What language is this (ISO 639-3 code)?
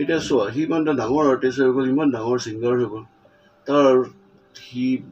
asm